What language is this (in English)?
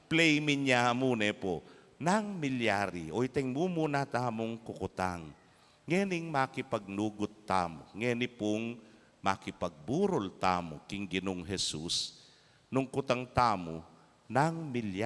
Pampanga